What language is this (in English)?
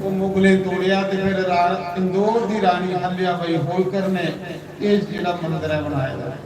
Dogri